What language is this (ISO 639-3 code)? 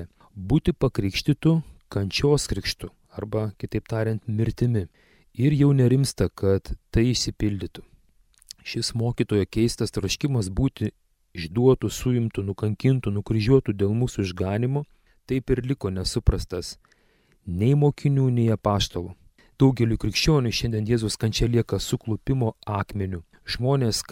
lit